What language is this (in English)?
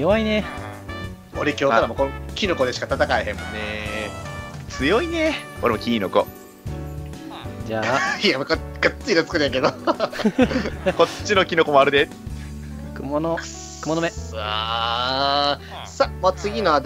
Japanese